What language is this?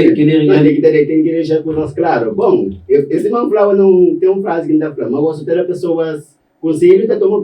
Kabuverdianu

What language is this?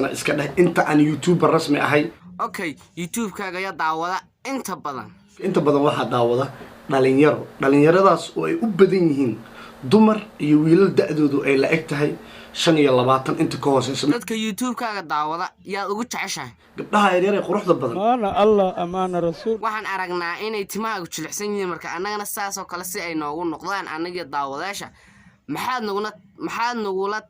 Somali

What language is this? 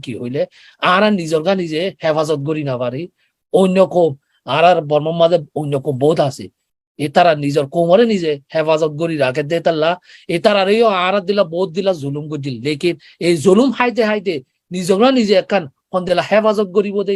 Rohingya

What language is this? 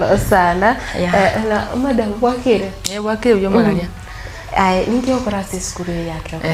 Gusii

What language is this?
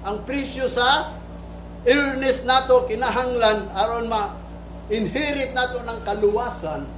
Cebuano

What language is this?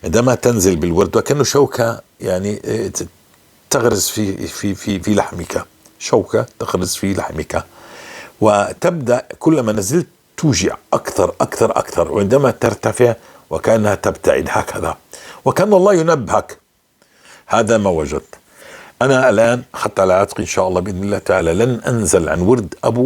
North Levantine Arabic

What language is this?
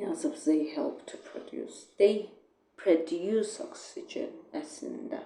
Azerbaijani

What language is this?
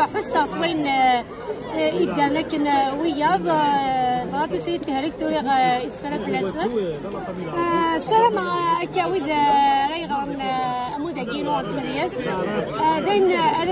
Kabyle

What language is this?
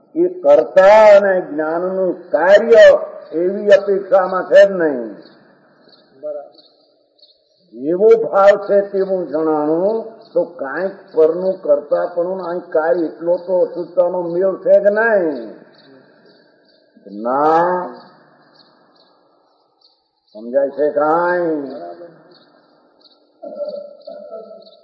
Gujarati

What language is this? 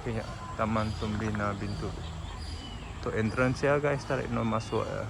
Iban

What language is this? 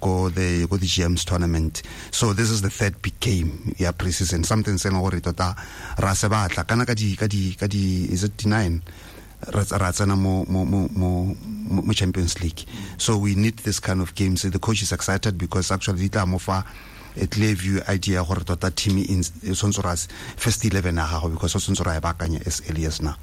Tswana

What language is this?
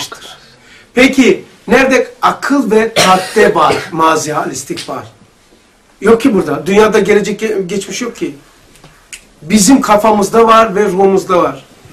Turkish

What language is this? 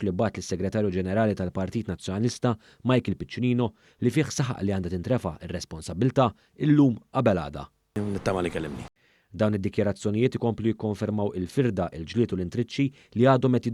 Maltese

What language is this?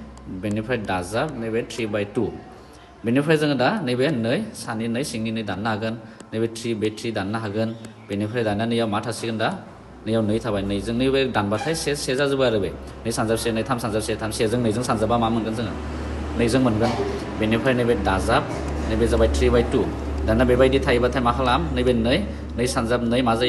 Bodo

